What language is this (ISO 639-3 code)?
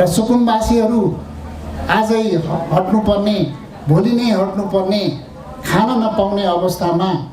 nep